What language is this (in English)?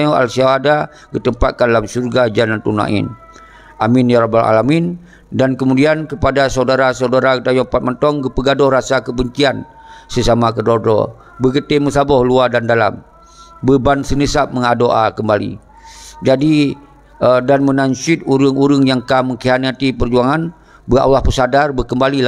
Achinese